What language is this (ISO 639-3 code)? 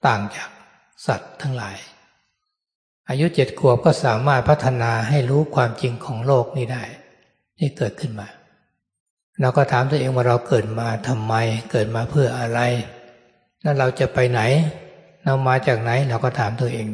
tha